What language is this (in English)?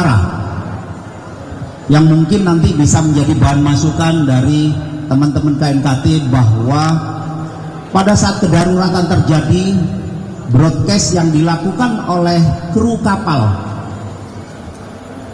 Indonesian